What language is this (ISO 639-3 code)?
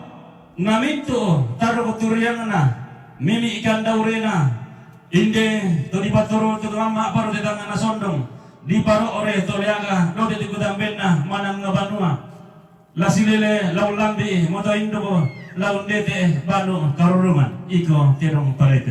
sda